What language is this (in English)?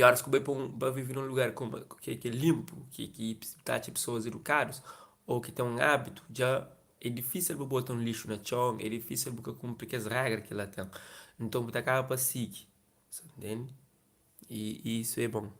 Kabuverdianu